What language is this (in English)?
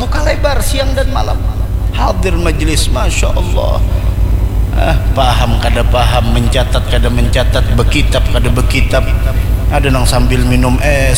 Banjar